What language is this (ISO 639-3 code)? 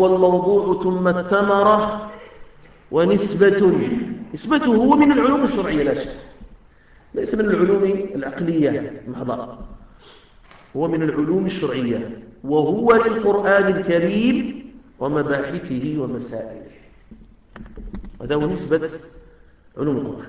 ara